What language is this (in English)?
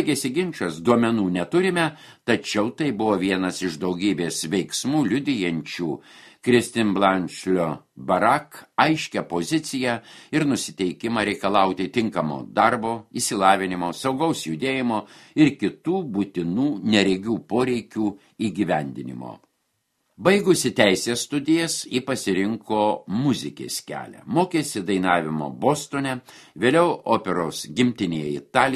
Lithuanian